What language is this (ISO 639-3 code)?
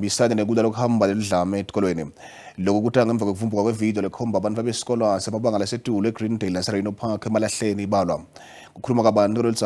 zul